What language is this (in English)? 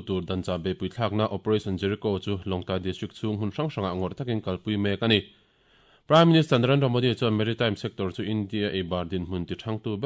Mizo